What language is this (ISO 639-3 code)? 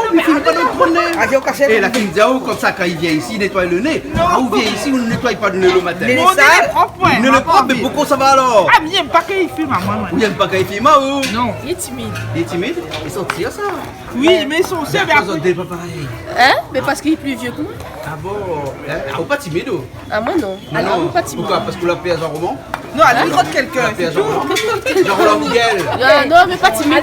rcf